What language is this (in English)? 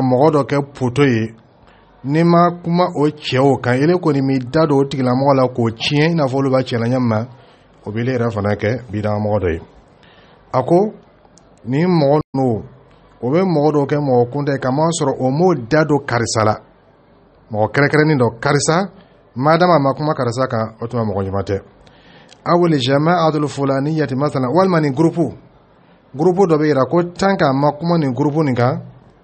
Dyula